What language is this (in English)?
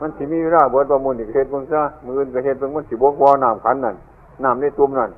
Northeastern Thai